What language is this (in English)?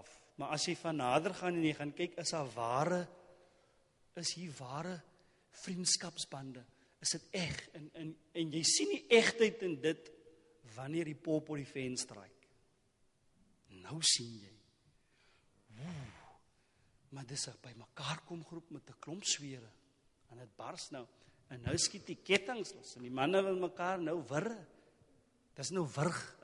Afrikaans